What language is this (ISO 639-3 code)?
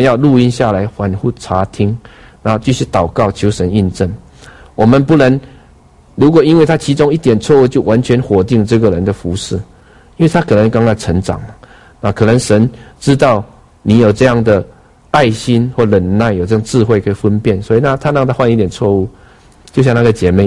zho